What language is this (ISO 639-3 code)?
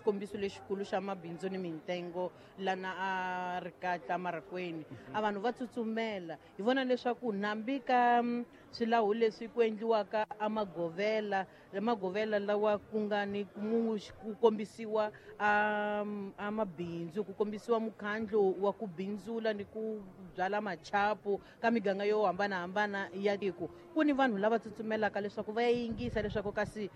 tso